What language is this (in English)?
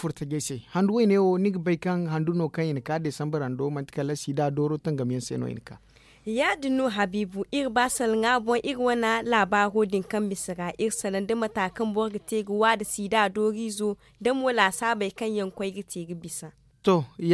Zarma